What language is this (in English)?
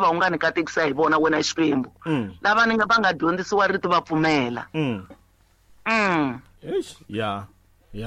Tsonga